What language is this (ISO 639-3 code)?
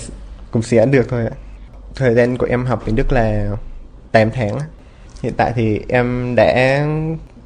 vie